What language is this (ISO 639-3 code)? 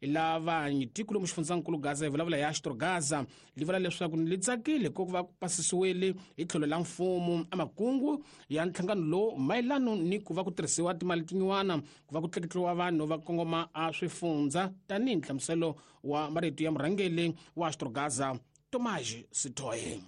tso